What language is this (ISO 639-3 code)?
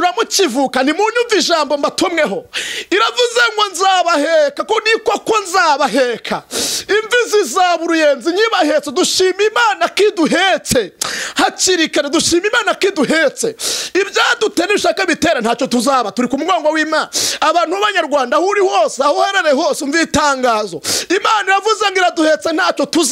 kin